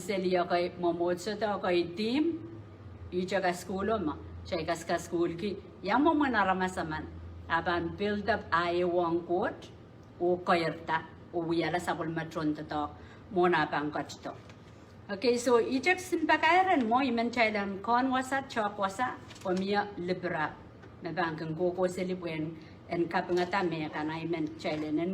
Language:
Pohnpeian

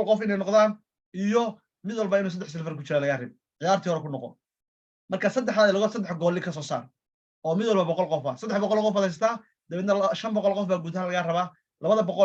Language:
Somali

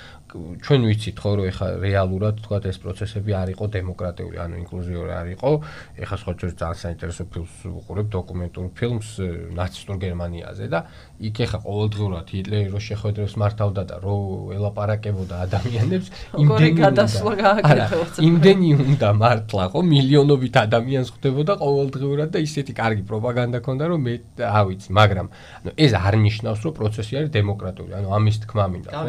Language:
Georgian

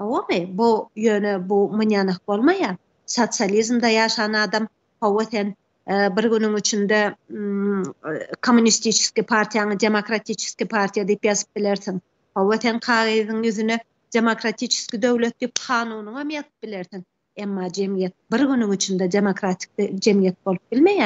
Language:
Turkmen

